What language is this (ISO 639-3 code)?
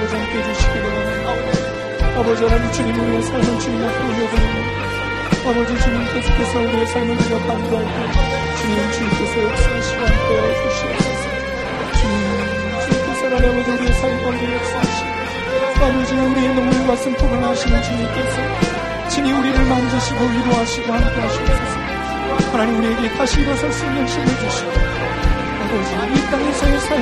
kor